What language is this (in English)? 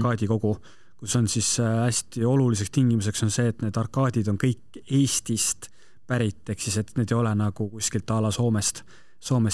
Estonian